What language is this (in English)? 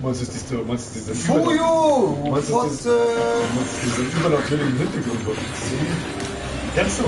Bavarian